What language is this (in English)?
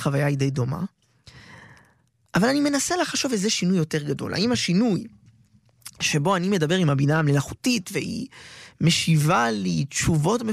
Hebrew